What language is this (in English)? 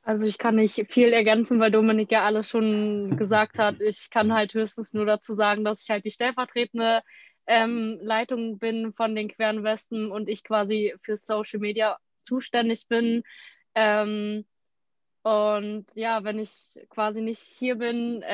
German